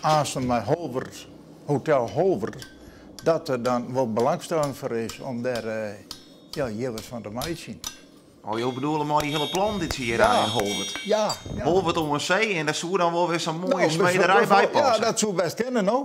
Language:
Western Frisian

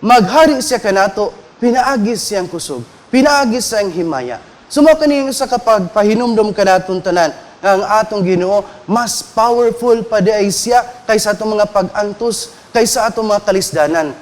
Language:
Cebuano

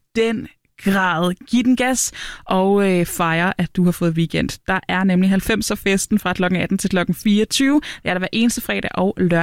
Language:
Danish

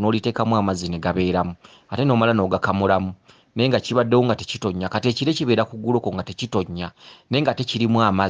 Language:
Ganda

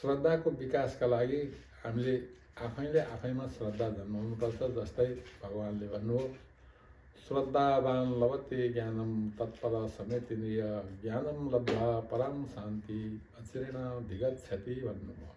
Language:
Nepali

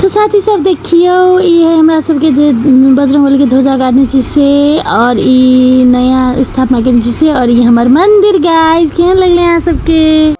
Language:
Maithili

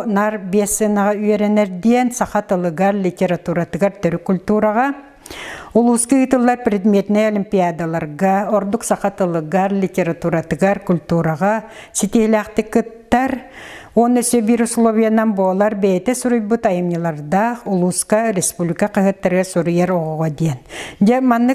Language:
Yakut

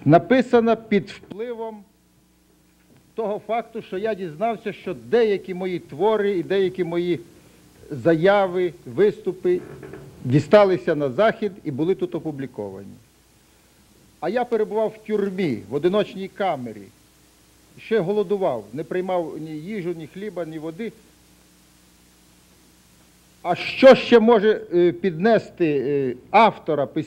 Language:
Ukrainian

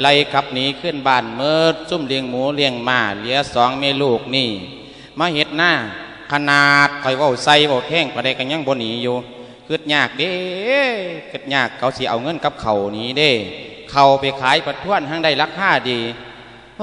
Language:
Lao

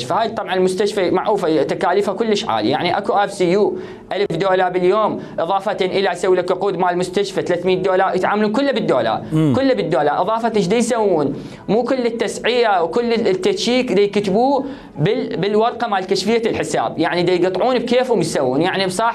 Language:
Mesopotamian Arabic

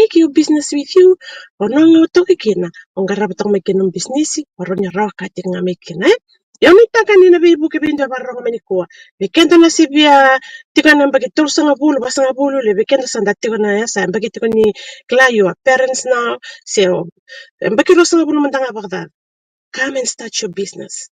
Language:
Fijian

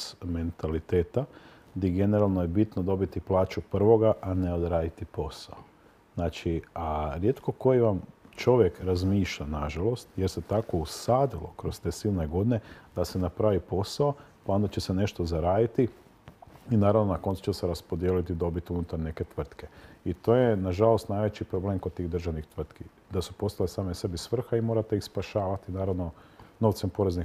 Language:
Croatian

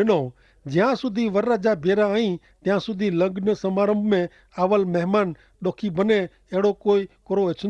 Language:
Kachhi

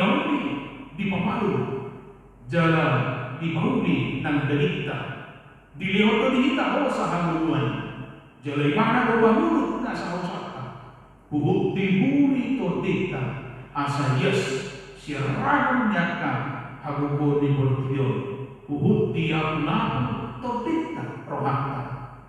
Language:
Batak Toba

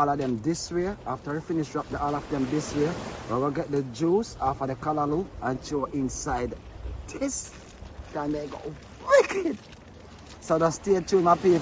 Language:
Jamaican Creole English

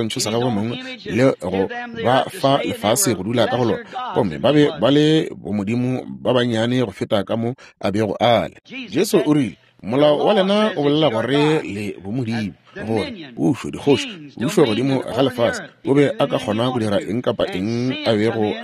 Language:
Northern Sotho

